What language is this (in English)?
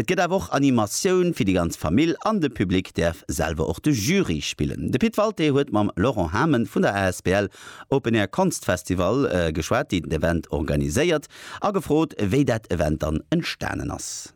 Luxembourgish